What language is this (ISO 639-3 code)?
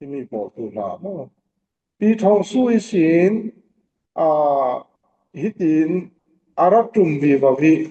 cfm